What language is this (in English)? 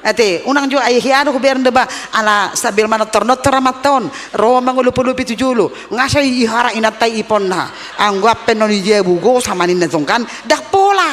Batak Toba